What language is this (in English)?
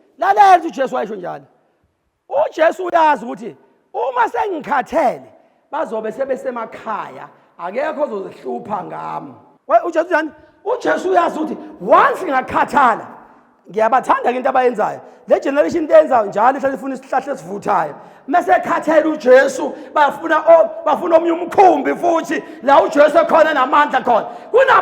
Zulu